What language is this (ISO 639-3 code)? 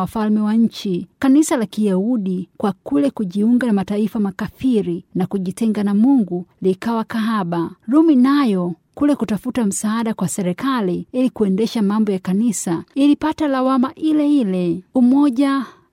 swa